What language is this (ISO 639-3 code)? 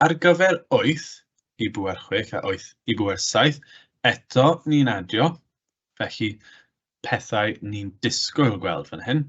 cym